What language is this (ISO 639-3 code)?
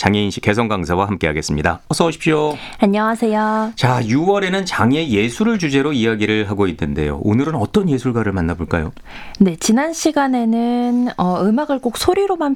kor